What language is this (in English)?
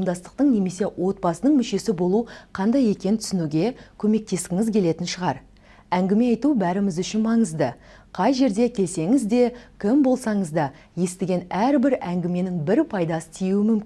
Kazakh